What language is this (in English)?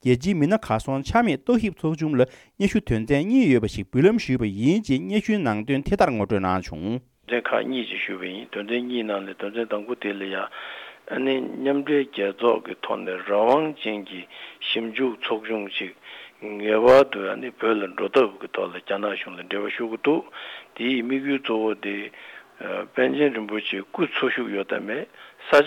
Tibetan